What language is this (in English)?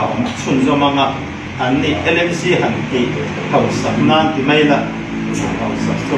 Mizo